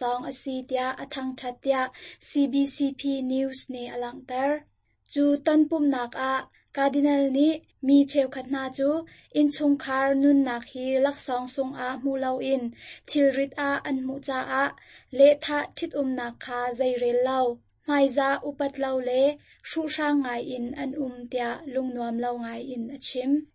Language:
Hakha Chin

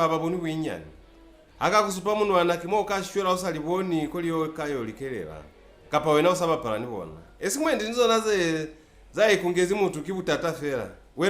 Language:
Lozi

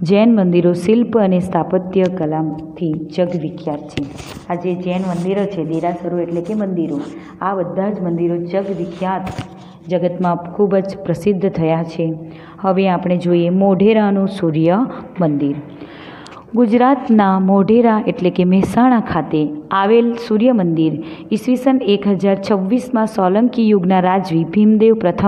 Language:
Gujarati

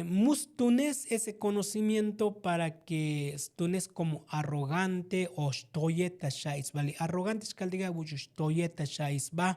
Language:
Tzotzil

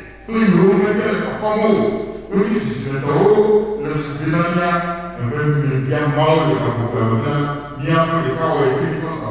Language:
Ewe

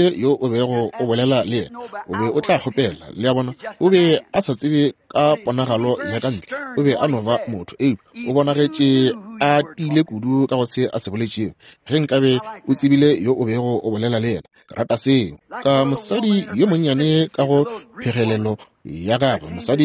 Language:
Northern Sotho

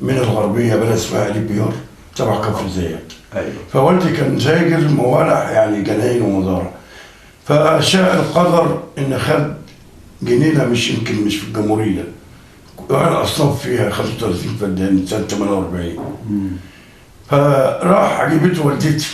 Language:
Egyptian Arabic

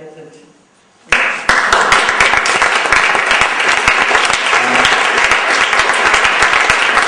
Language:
German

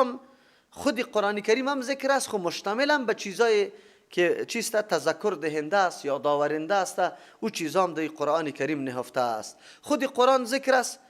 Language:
Persian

